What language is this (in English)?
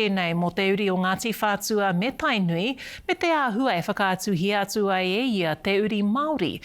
Māori